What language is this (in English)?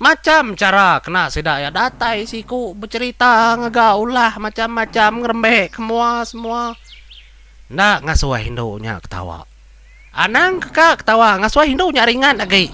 Iban